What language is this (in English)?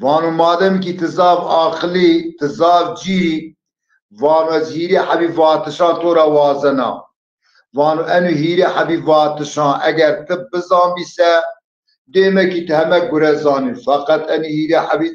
Zaza